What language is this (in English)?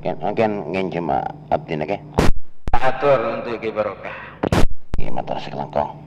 Madurese